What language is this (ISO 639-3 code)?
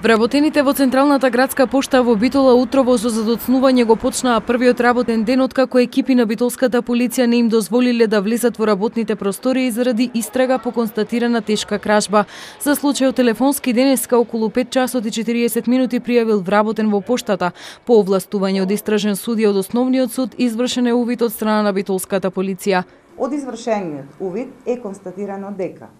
mkd